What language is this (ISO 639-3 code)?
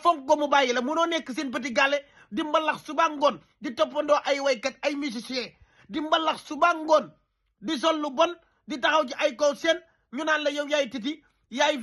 wol